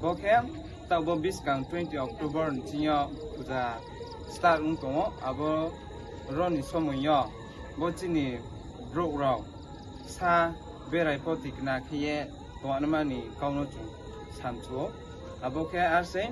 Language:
Riang (India)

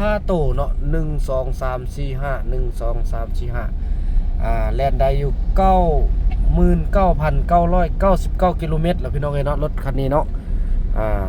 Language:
Northeastern Thai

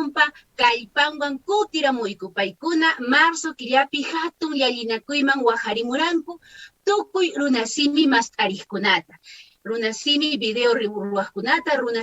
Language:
Quechua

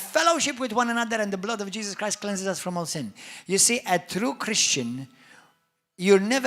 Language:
English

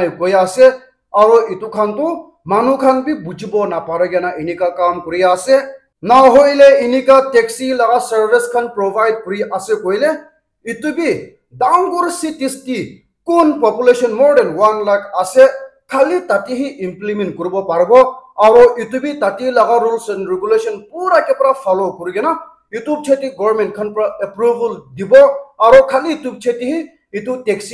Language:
Naga Pidgin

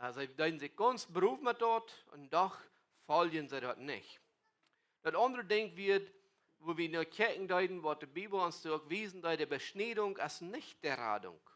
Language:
Plautdietsch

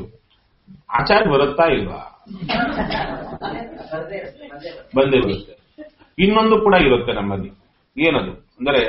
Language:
Kannada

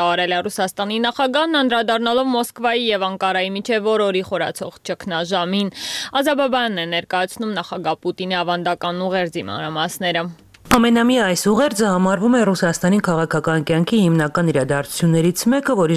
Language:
Armenian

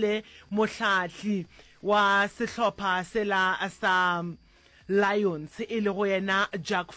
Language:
Northern Sotho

